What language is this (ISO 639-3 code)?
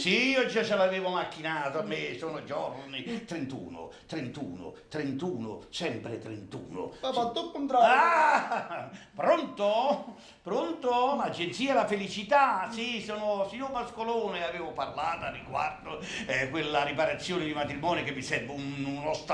nap